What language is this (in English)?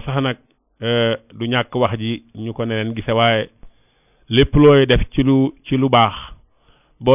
Wolof